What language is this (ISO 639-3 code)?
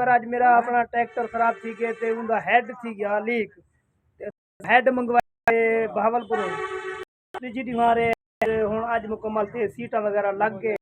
skr